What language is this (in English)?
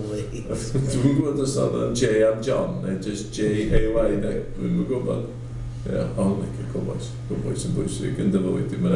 Welsh